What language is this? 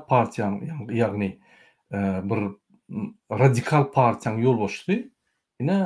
Turkmen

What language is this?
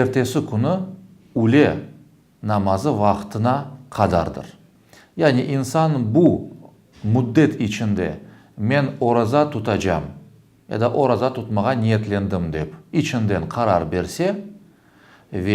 Crimean Tatar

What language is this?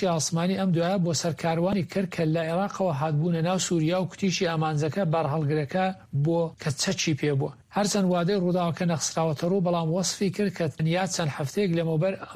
Central Kurdish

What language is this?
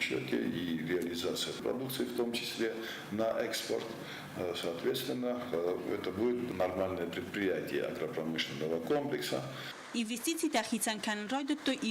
Ossetic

